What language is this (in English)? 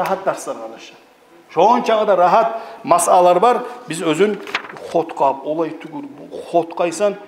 Kumyk